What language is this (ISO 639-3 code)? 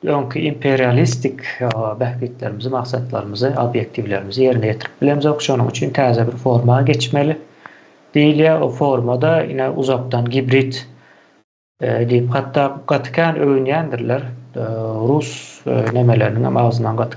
tuk